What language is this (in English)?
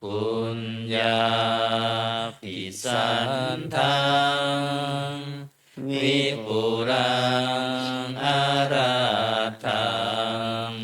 Pali